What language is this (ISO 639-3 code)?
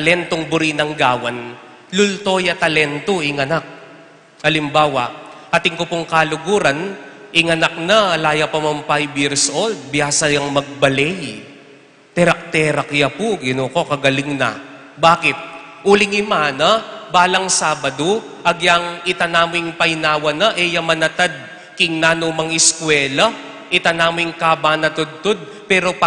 pam